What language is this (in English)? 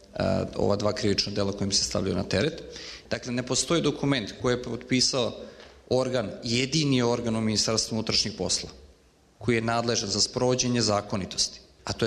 Serbian